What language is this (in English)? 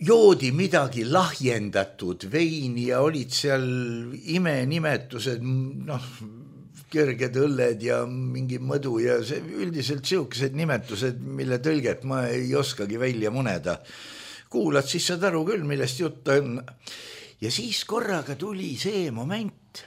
Estonian